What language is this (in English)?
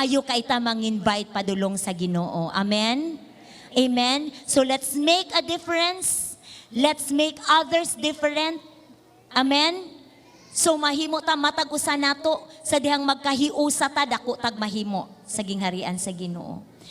Cebuano